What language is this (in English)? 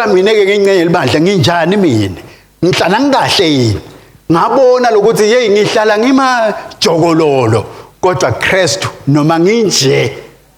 Swati